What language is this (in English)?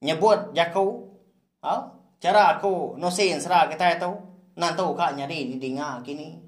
Iban